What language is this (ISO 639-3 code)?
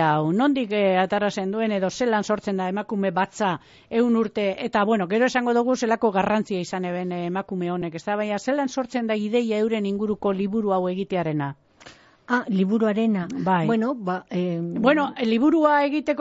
eus